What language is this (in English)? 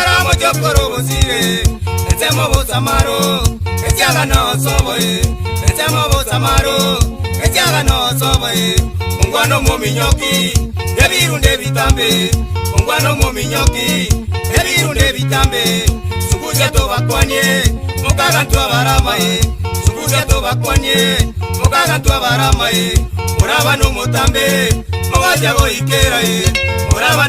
Gusii